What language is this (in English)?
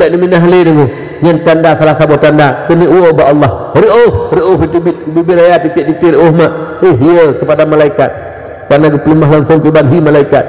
Achinese